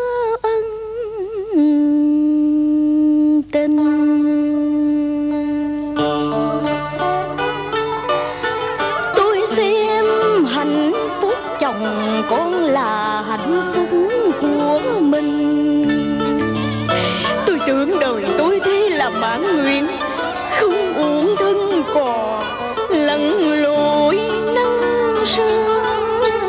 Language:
Vietnamese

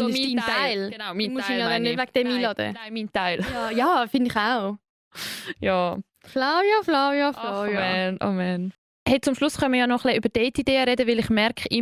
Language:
Swiss German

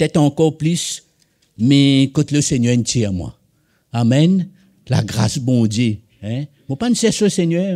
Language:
Morisyen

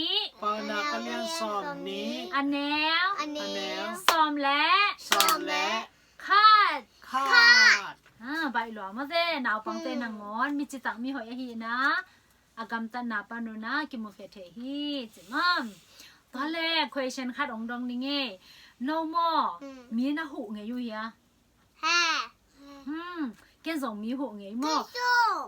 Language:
Tedim Chin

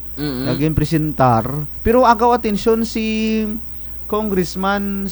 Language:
Kinaray-a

